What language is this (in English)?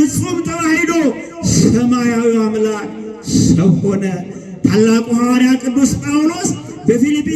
Amharic